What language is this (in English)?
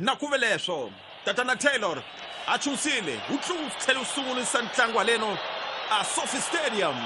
Tsonga